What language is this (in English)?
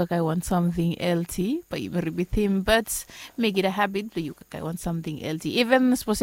Bislama